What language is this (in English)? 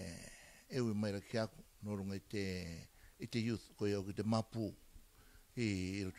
Rarotongan